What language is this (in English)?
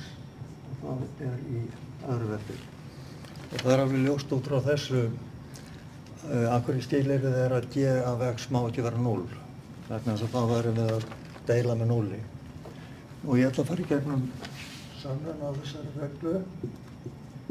Icelandic